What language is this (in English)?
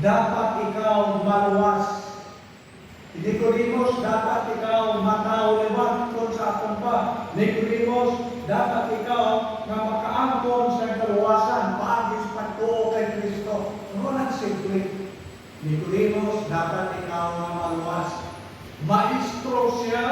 Hiligaynon